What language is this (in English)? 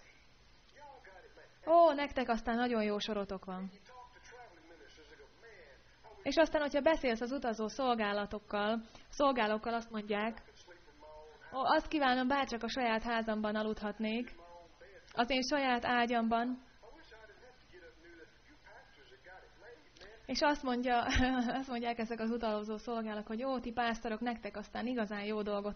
Hungarian